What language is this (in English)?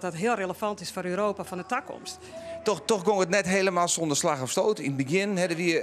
Western Frisian